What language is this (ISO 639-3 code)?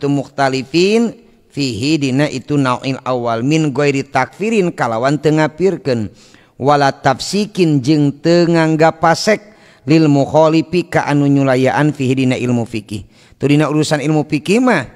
sun